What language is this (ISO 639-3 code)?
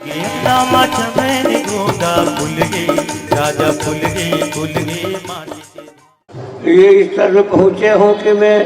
hne